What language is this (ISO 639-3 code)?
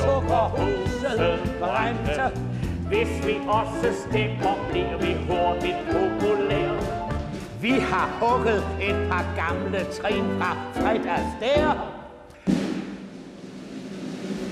dan